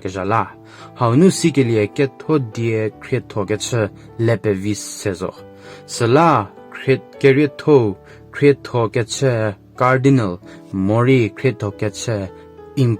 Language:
Angami Naga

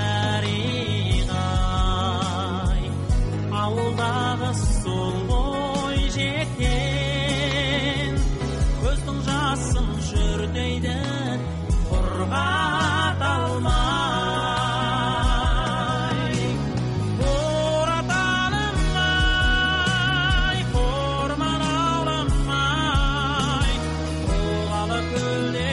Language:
Kazakh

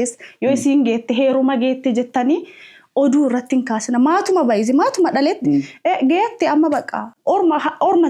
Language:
Oromo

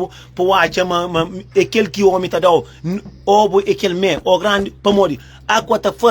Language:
Kabuverdianu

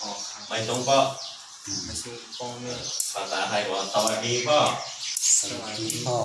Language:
Shan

